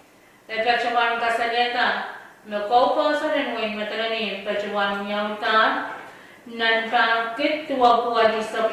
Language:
Pohnpeian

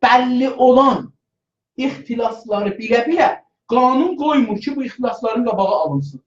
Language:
South Azerbaijani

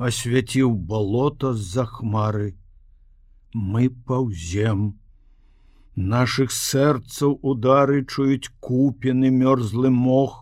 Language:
Belarusian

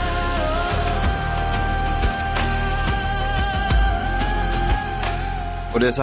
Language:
Swedish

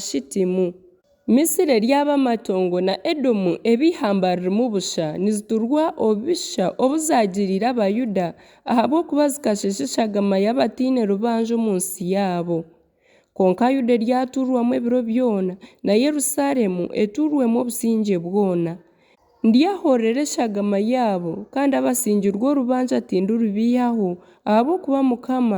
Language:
Nyankole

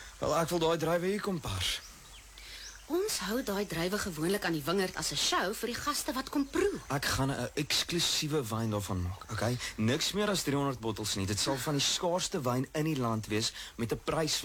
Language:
Afrikaans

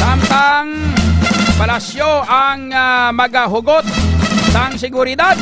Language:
Hiligaynon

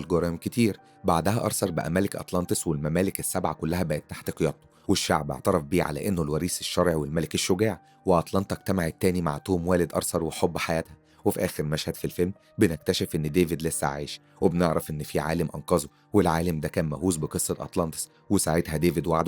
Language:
Egyptian Arabic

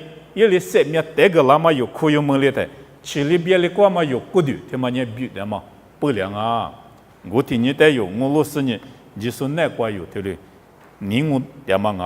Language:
Lisu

